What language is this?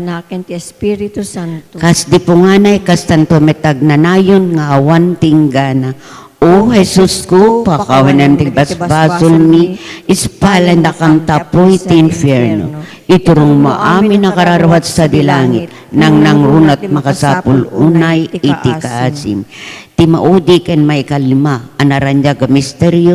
Iloko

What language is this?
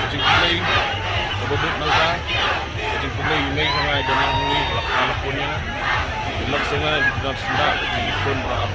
Khasi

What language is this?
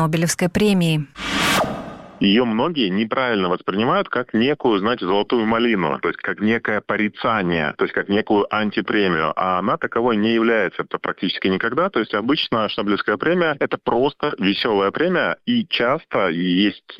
Russian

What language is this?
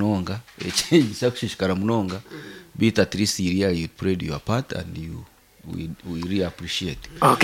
Nyankole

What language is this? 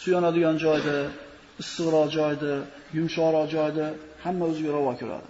Uzbek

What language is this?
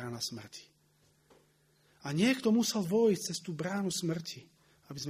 Slovak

